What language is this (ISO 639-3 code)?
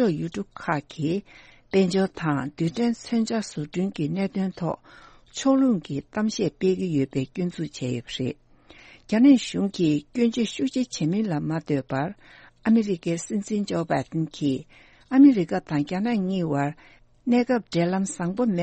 bod